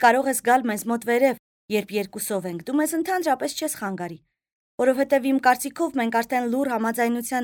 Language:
Armenian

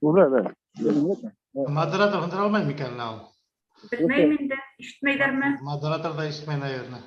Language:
Bashkir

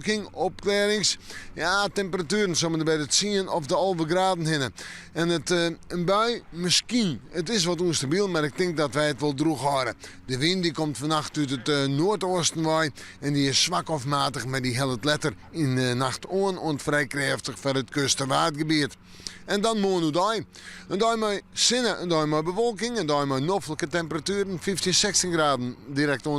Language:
Western Frisian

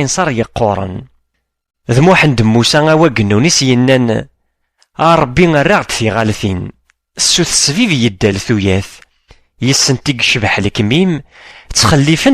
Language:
Kabyle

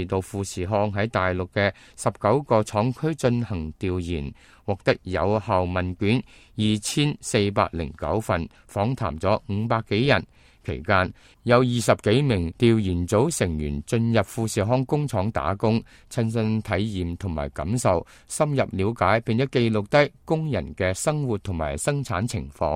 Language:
Cantonese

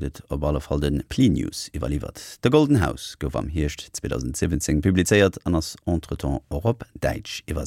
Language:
Luxembourgish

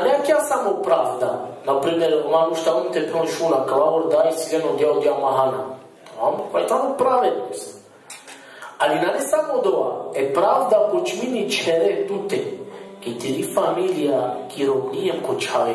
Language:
Balkan Romani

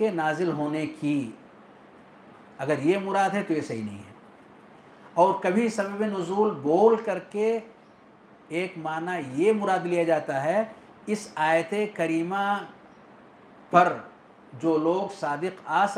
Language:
Urdu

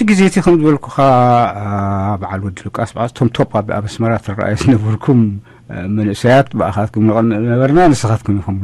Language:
Tigrinya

